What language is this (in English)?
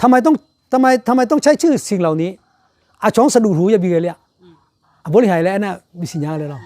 Akha